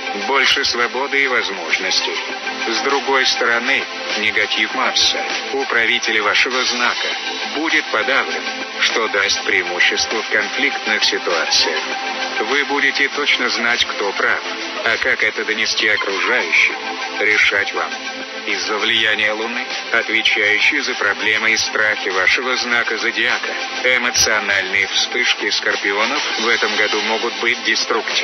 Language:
Russian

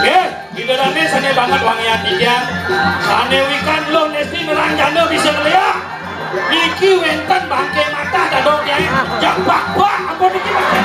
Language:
Balinese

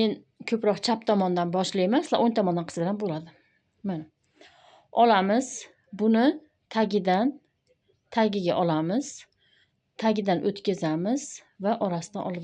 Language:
Uzbek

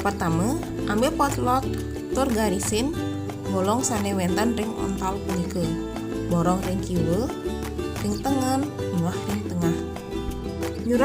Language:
Balinese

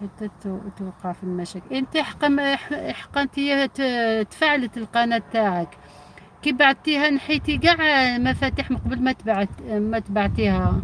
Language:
Algerian Arabic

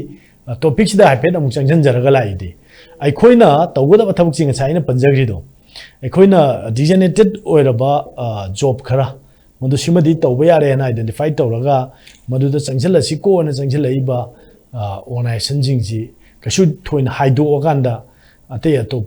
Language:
Manipuri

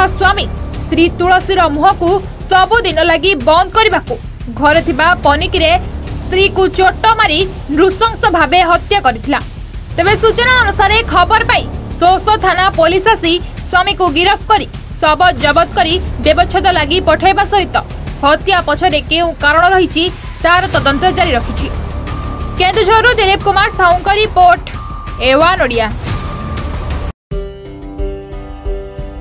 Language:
Odia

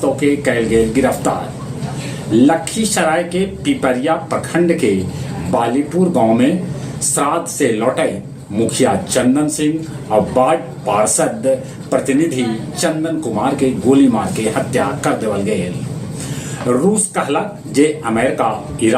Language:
Magahi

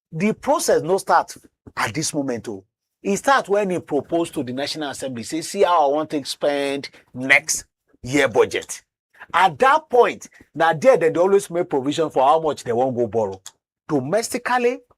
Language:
Nigerian Pidgin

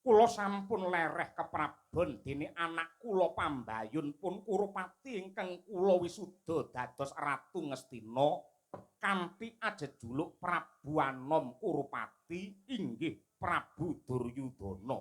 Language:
Javanese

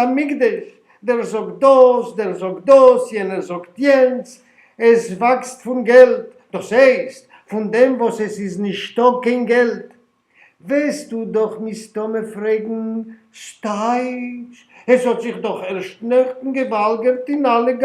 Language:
Yiddish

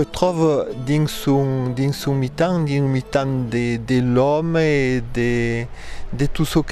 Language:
Occitan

